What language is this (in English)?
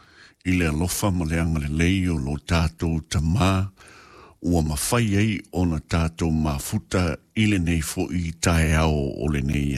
Samoan